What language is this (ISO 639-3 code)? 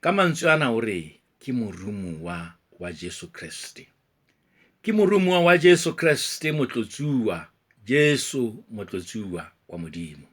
sot